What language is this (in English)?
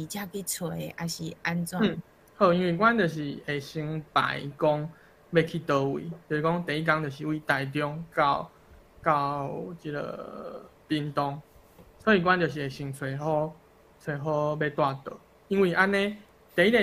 Min Nan Chinese